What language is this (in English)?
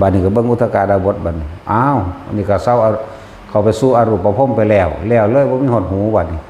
Northeastern Thai